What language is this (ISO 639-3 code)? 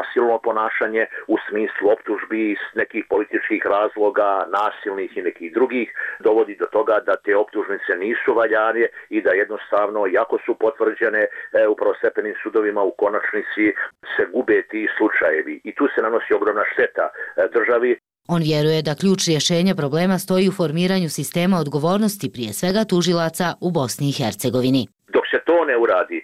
bos